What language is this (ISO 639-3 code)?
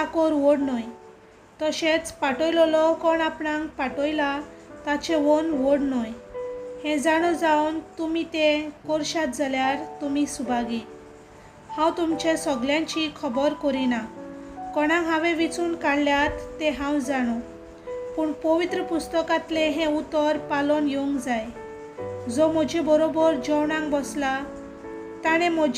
kok